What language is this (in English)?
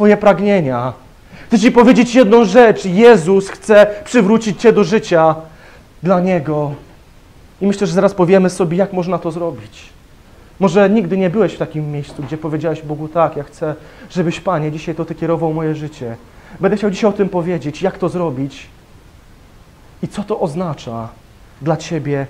Polish